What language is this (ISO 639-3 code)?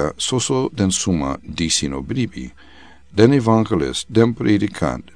srn